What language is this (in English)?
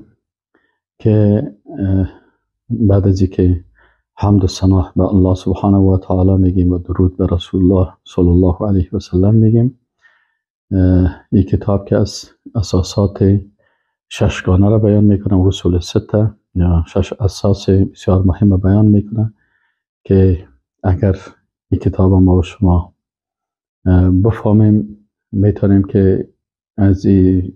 Persian